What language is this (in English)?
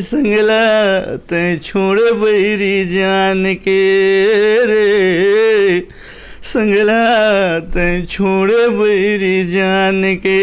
Chhattisgarhi